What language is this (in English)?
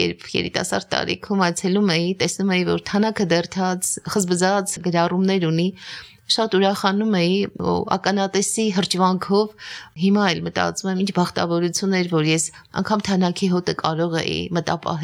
Armenian